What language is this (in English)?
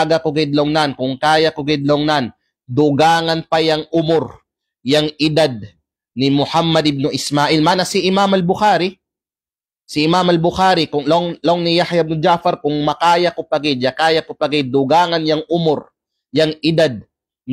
Kalagan